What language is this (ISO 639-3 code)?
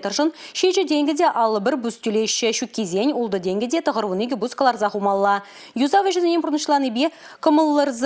chv